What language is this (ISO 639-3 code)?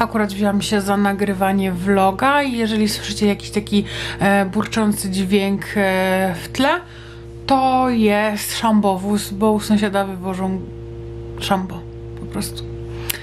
pol